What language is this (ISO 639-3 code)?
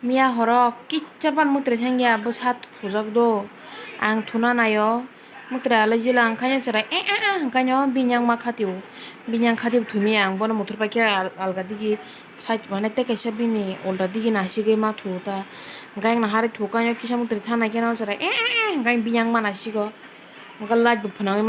trp